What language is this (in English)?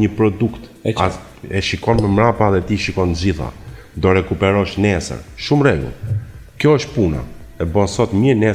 Albanian